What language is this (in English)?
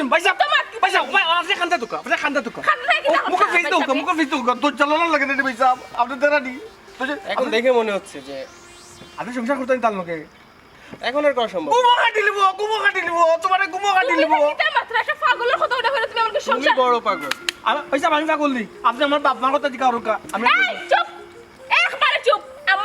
Sylheti